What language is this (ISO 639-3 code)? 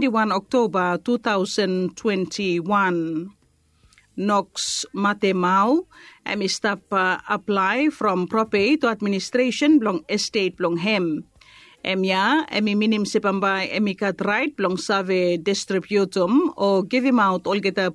bis